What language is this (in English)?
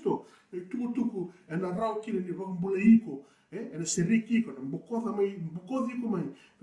Fijian